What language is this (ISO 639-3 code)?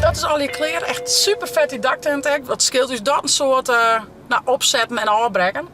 fry